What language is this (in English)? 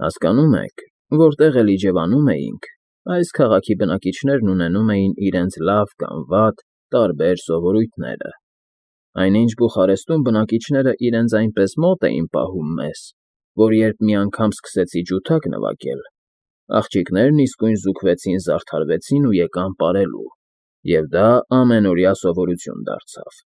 Armenian